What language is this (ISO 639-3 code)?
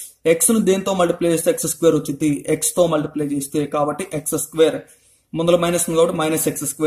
tel